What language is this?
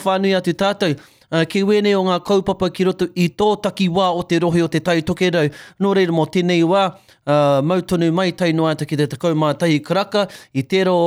Māori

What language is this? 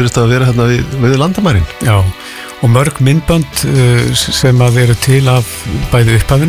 Icelandic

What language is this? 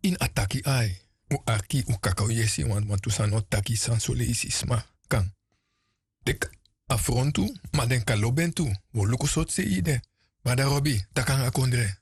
Sranan Tongo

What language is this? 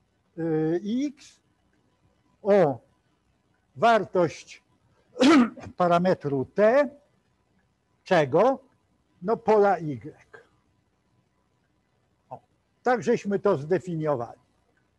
Polish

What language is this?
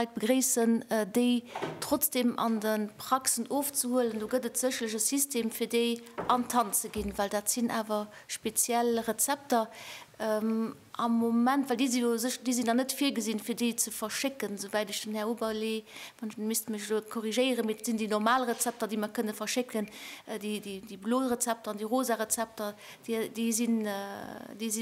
Luxembourgish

